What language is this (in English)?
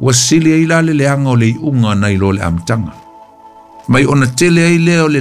Samoan